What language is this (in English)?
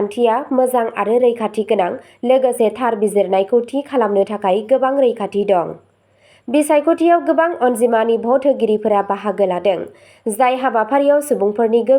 Bodo